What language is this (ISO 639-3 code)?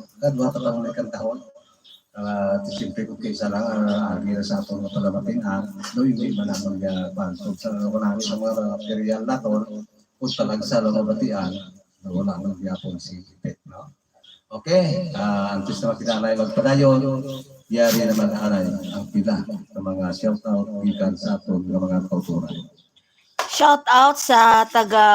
hil